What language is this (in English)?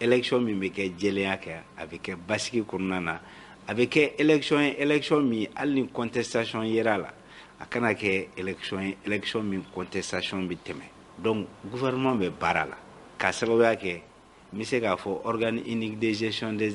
Bambara